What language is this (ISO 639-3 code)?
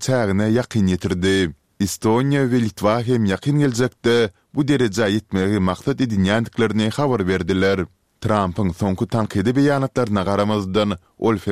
tuk